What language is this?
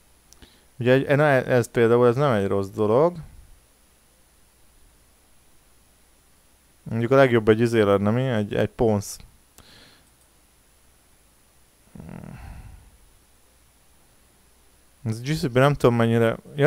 Hungarian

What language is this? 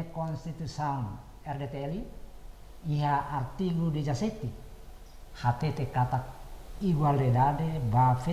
Tetum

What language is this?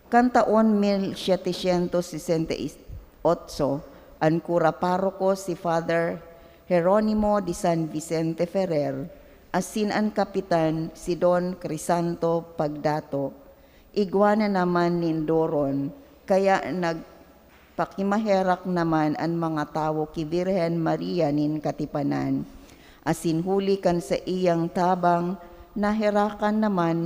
Bikol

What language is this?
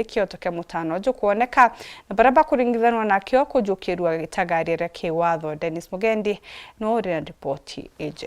Meru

